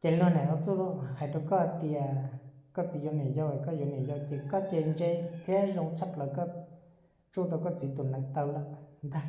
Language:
Hmong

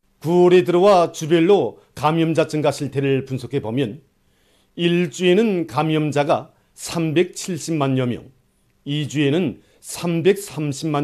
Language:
Korean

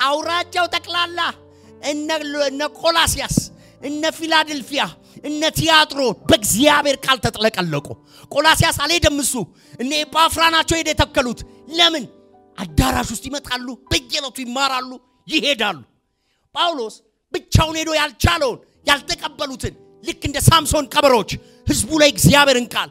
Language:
Amharic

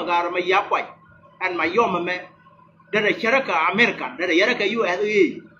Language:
Nuer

